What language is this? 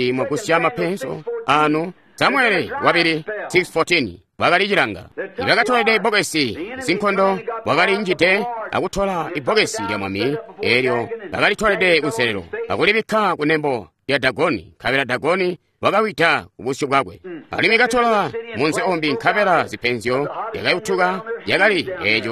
Tonga (Zambia)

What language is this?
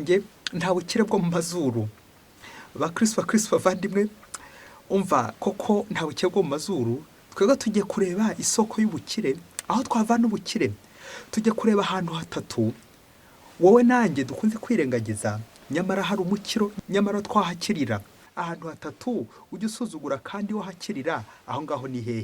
Kinyarwanda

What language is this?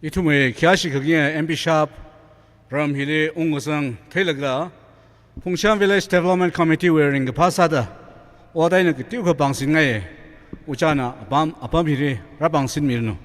Tangkhul Naga (India)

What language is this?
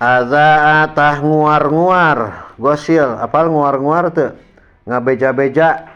Sundanese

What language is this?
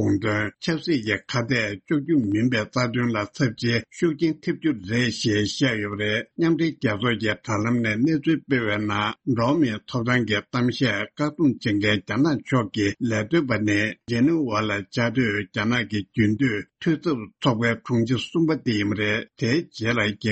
Tibetan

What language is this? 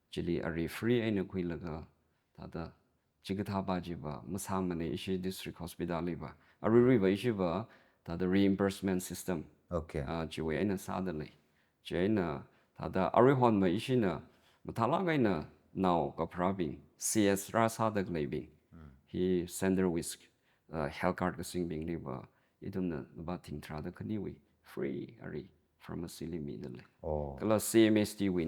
Tangkhul Naga (India)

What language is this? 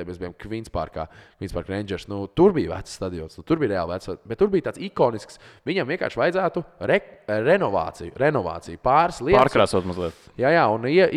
Latvian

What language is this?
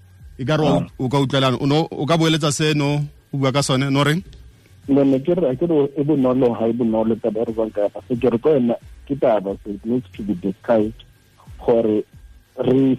Tswana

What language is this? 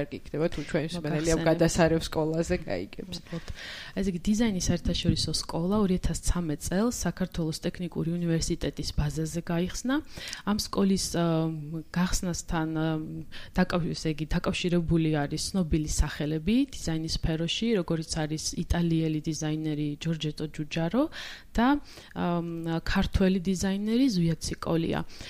Georgian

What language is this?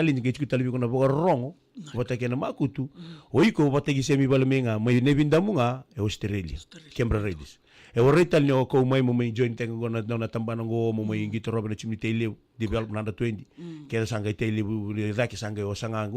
Fijian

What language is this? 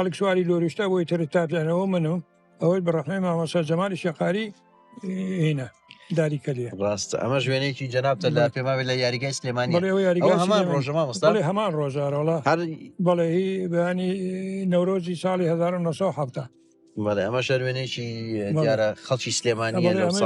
Central Kurdish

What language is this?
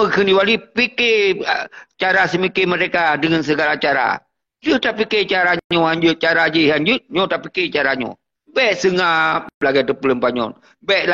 Achinese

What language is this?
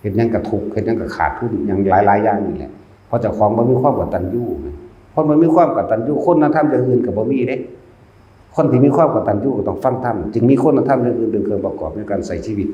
Northeastern Thai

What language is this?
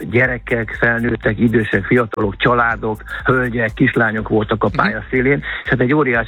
Hungarian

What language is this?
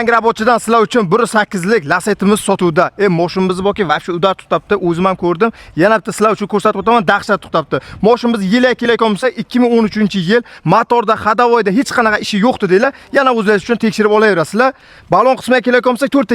Uzbek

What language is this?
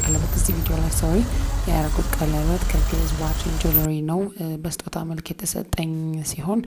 Amharic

